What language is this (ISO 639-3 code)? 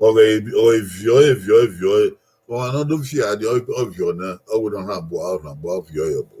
bin